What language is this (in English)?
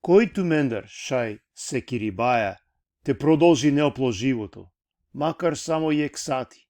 Balkan Romani